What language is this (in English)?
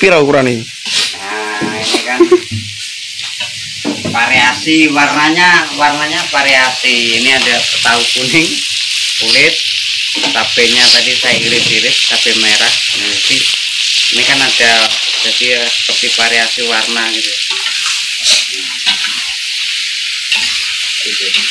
Javanese